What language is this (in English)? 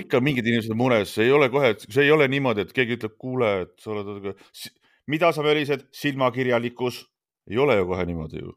Estonian